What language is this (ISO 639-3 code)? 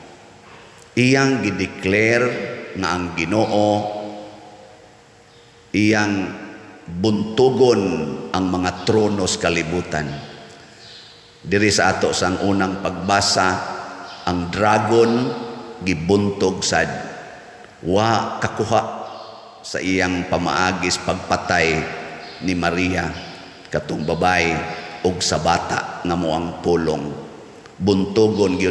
ceb